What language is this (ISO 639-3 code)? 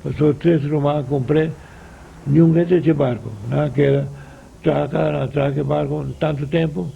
pap